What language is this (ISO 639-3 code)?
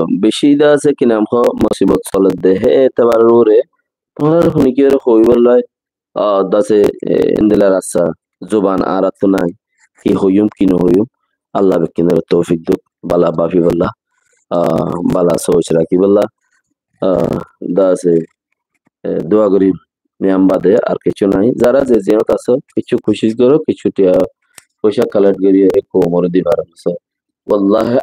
rhg